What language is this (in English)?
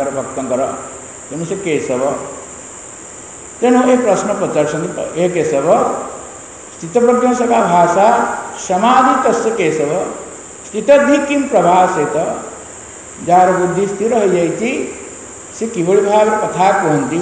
Odia